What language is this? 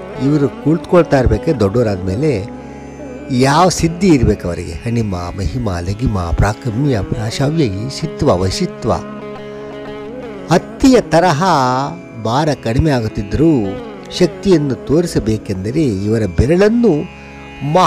Kannada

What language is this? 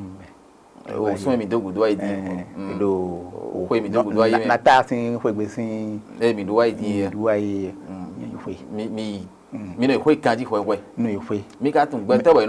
Fon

